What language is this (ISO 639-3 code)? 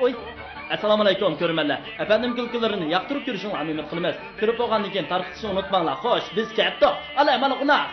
uig